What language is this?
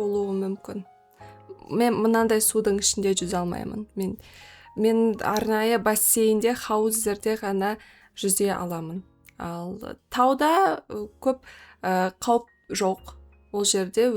Kazakh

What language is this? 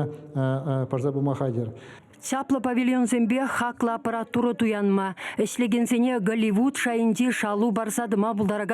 Chuvash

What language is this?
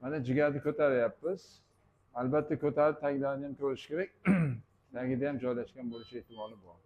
Uzbek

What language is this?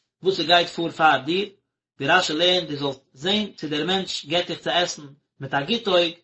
Yiddish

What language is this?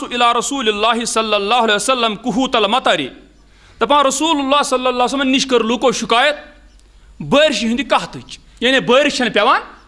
Kashmiri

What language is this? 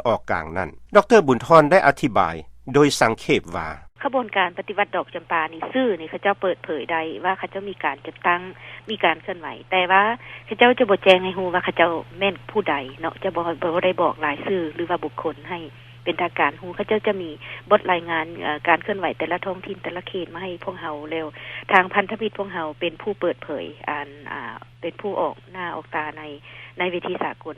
Lao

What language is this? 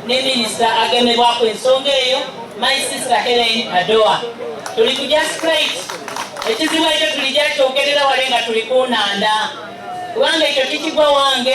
Ganda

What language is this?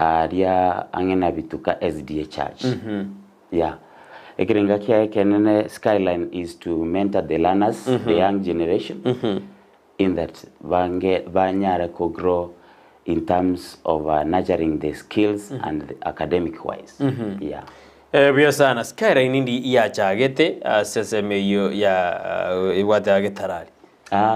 Gusii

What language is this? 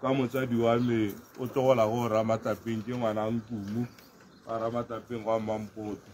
Tswana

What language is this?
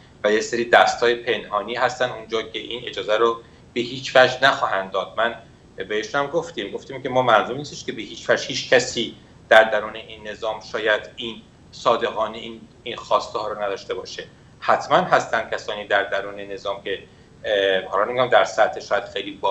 Persian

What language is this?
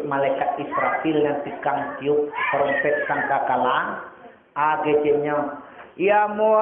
Minangkabau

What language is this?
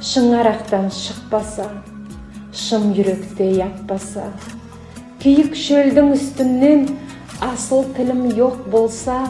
Nogai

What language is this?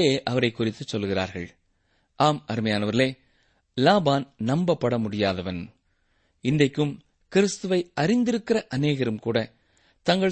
Tamil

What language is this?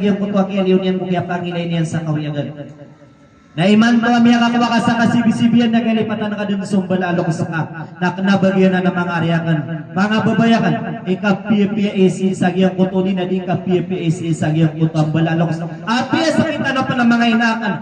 Maranao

